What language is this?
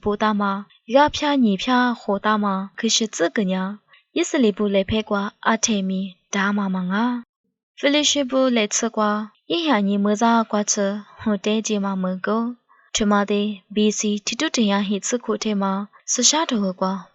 Lisu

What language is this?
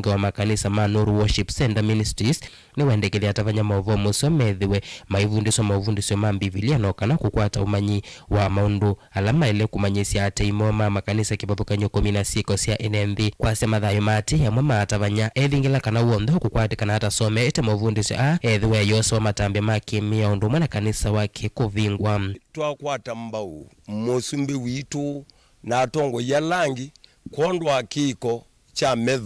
Kamba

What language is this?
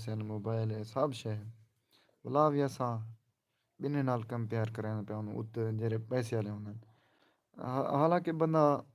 Saraiki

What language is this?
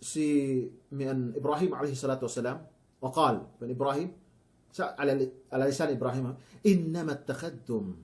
Yakan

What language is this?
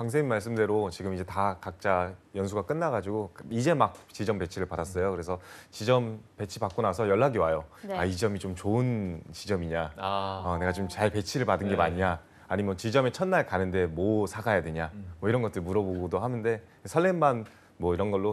Korean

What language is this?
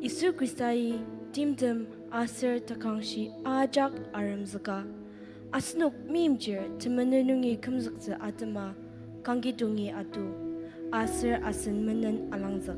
Ao Naga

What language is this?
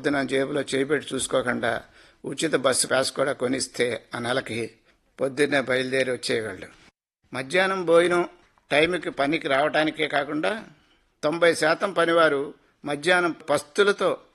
Telugu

